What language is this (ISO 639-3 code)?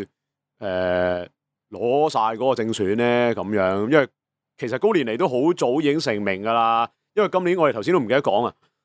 yue